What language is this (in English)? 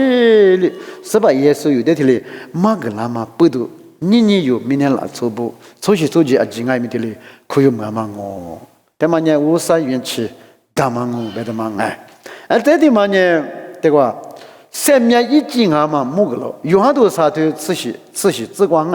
Lisu